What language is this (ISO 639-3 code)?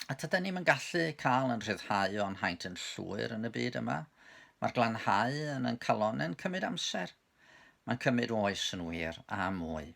cym